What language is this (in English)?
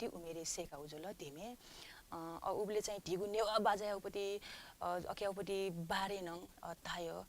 Newari